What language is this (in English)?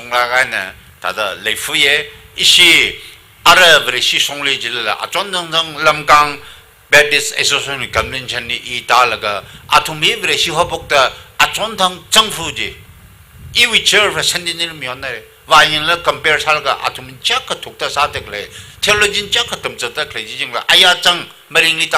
Tangkhul Naga (India)